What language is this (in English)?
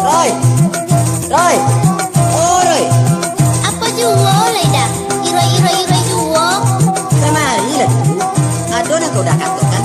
Minangkabau